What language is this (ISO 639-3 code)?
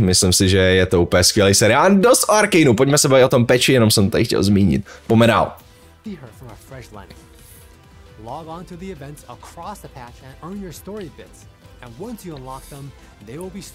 ces